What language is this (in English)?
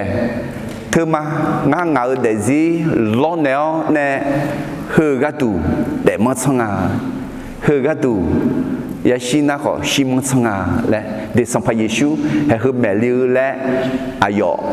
Akha